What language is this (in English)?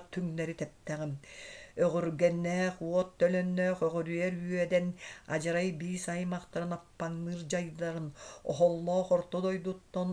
Yakut